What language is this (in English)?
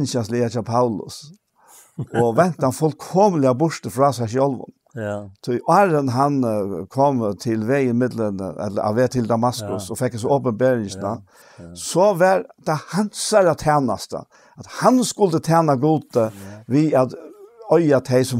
Faroese